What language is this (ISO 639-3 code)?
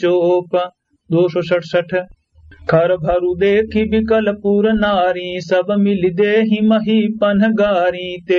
awa